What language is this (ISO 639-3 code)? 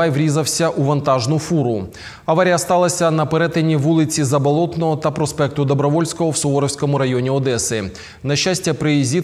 ukr